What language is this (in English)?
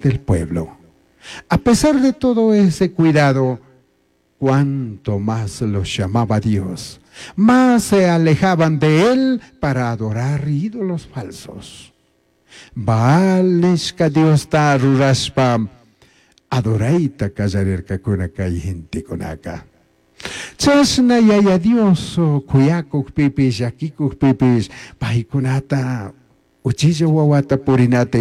Chimborazo Highland Quichua